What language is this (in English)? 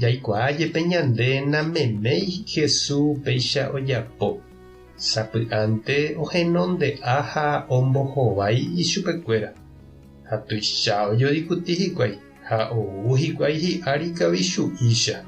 Guarani